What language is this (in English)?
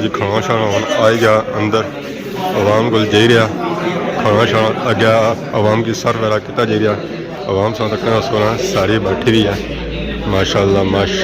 Pahari-Potwari